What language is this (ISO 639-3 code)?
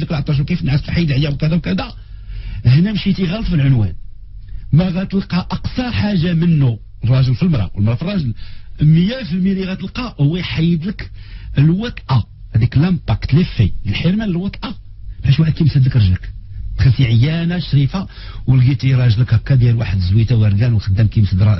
ary